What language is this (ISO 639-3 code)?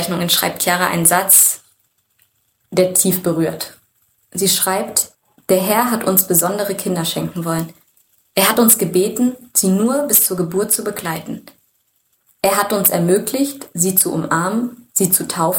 deu